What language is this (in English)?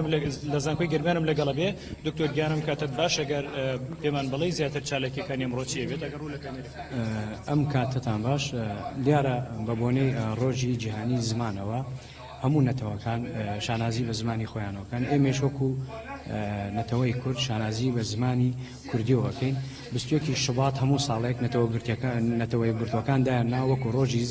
Central Kurdish